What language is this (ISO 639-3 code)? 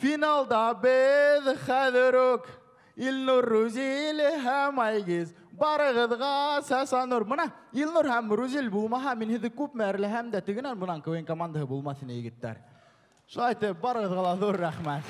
bak